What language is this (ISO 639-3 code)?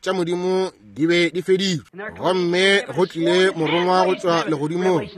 nso